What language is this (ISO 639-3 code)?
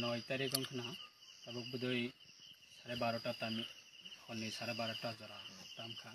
trp